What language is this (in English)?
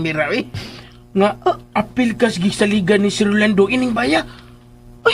Cebuano